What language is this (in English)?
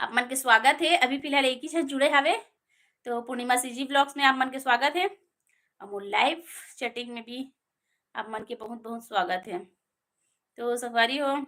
Chhattisgarhi